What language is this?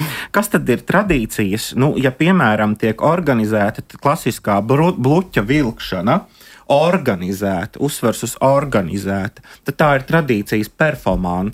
Latvian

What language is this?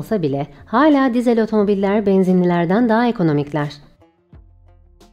Turkish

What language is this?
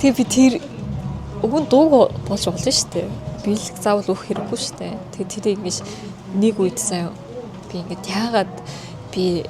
Mongolian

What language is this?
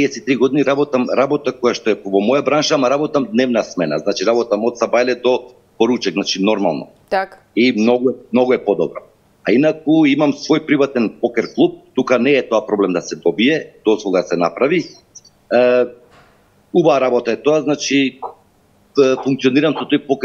Macedonian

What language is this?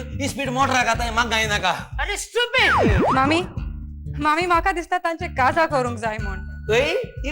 Konkani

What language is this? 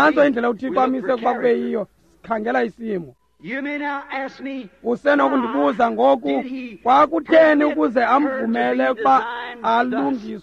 Xhosa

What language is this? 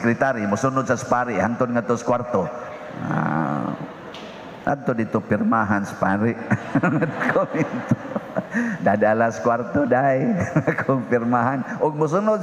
Cebuano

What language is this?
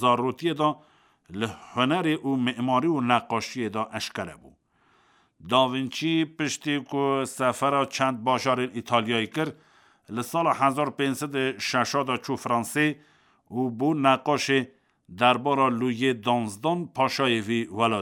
Kurdish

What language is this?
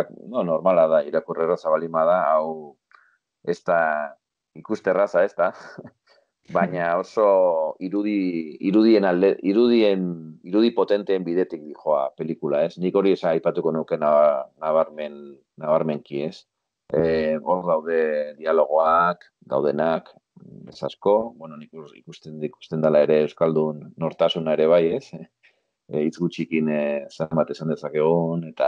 Basque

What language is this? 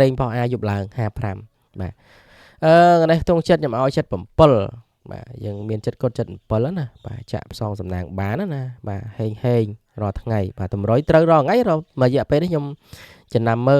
Khmer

